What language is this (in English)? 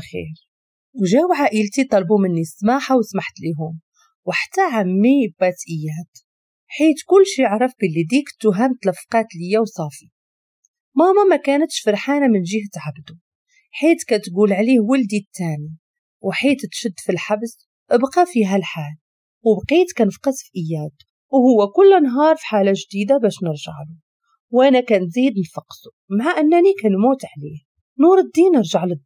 Moroccan Arabic